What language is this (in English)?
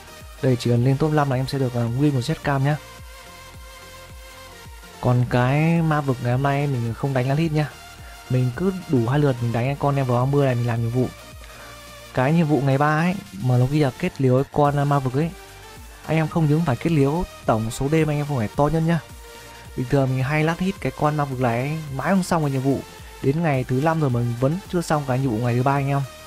Vietnamese